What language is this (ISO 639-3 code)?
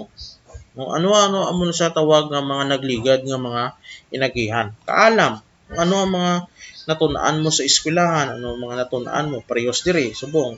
hil